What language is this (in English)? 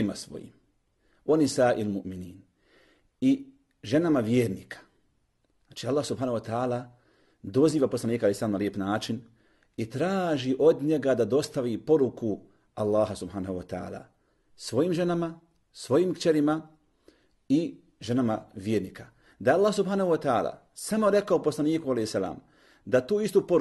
Bosnian